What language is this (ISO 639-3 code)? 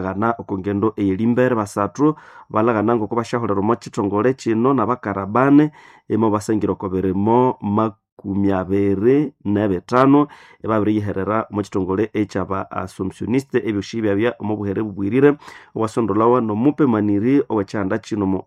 nnb